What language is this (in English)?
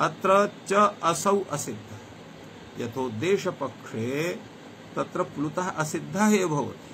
Sanskrit